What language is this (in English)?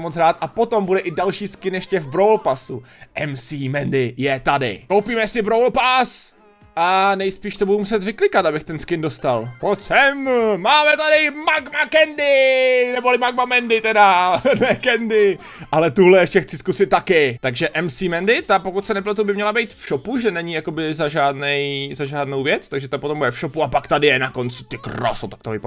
Czech